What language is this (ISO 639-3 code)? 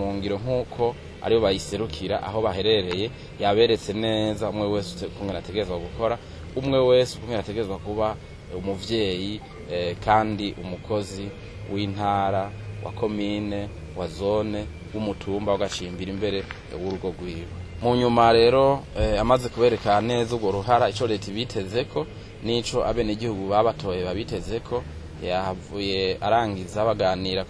run